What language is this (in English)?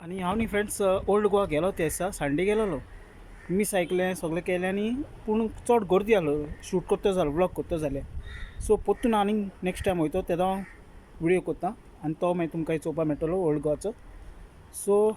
Konkani